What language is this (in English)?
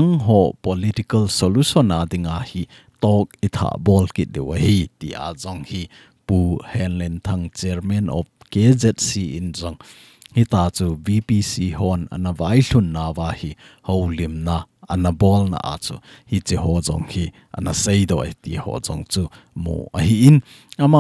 Thado Chin